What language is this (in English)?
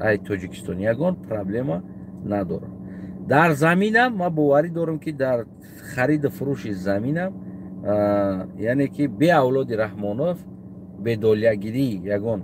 Tajik